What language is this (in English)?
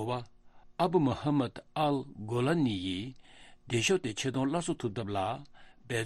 Tibetan